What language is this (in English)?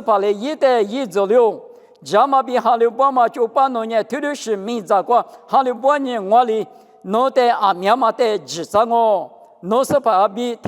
Lisu